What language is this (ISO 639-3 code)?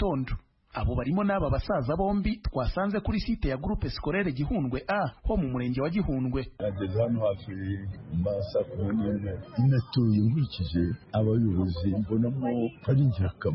kin